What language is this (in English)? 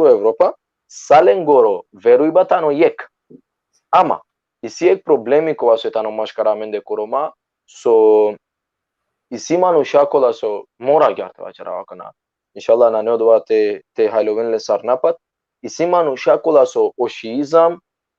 Balkan Romani